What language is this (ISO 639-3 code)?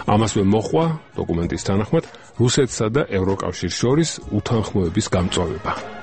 kat